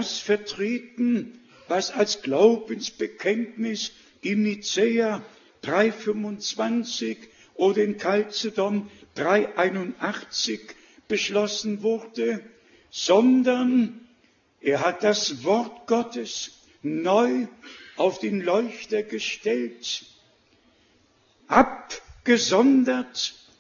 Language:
German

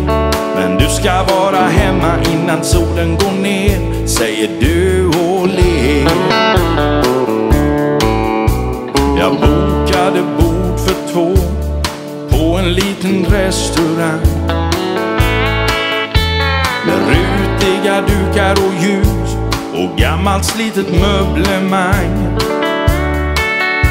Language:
Swedish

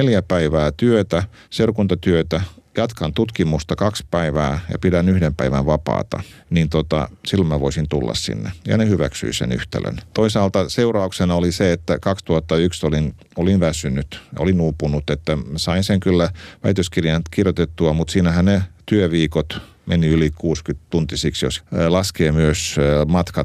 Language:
Finnish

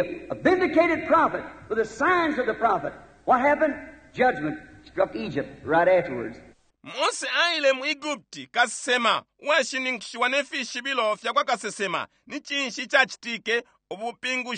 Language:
Bemba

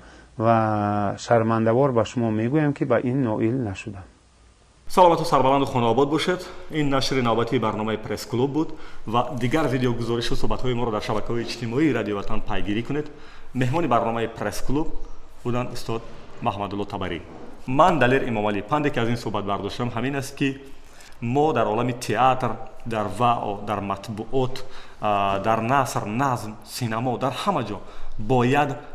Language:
Tajik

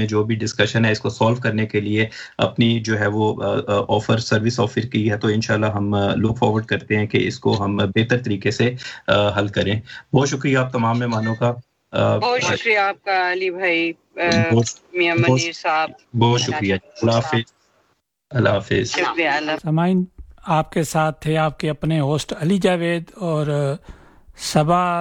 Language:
Urdu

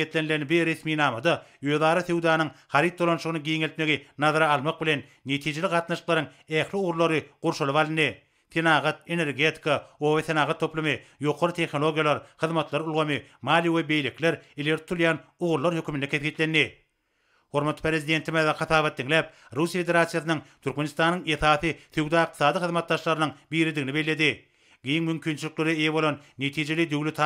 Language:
Turkmen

